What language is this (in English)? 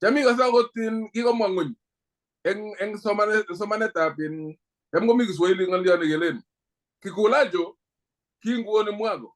Kalenjin